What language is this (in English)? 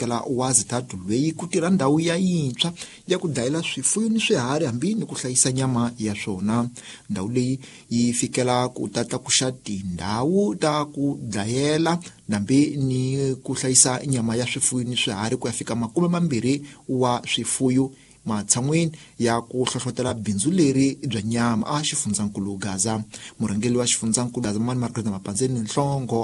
Tsonga